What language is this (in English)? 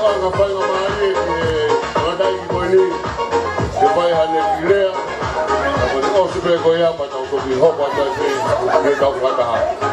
Tongan